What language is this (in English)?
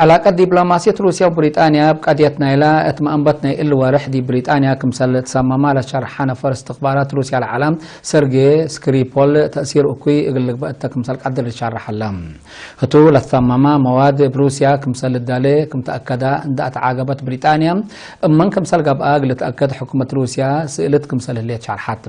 Tigre